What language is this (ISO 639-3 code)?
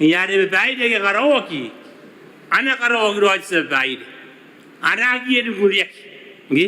gil